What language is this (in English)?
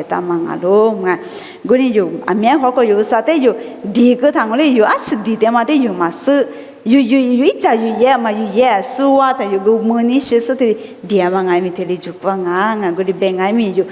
Lisu